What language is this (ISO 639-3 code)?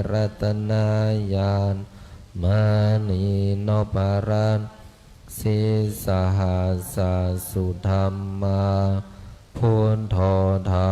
pli